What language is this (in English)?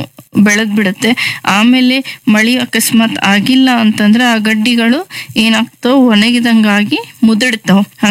Kannada